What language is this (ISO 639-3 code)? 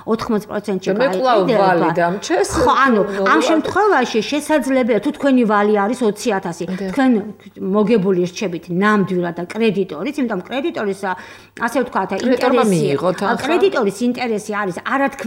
kat